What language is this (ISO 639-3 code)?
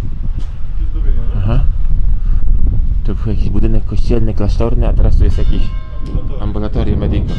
pol